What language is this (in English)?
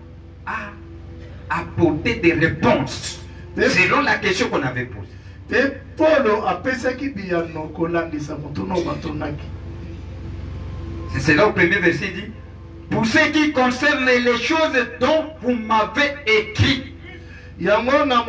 French